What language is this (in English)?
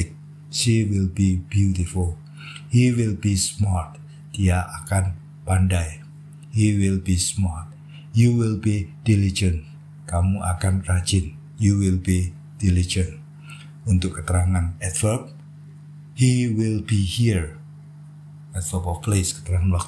Indonesian